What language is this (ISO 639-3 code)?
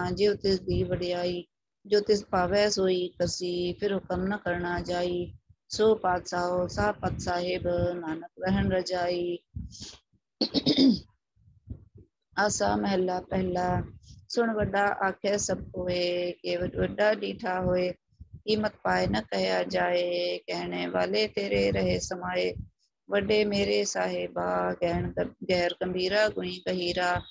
pan